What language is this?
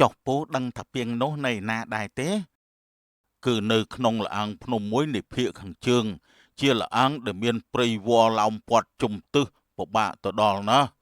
Khmer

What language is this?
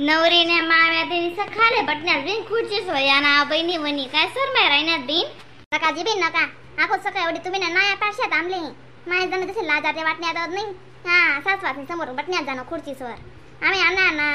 Khandesi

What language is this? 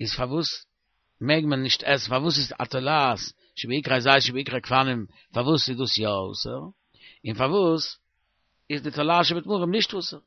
Yiddish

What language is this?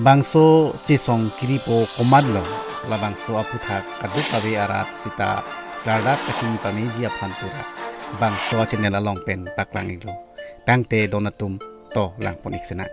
Karbi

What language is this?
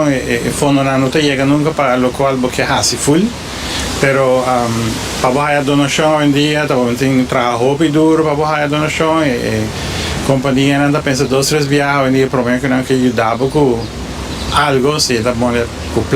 Papiamento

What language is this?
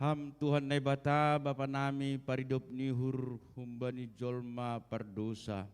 Batak Simalungun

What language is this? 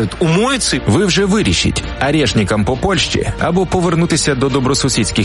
Ukrainian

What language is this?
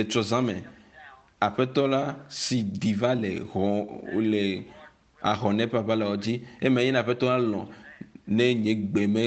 Ewe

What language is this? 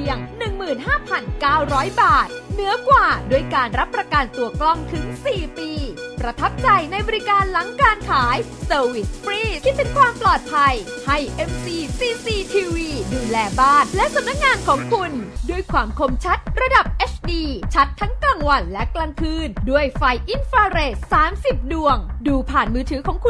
Thai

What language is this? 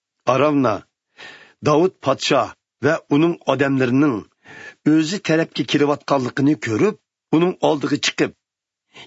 Uyghur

